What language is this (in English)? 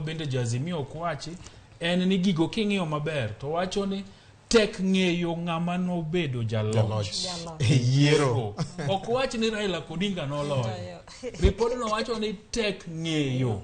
Luo (Kenya and Tanzania)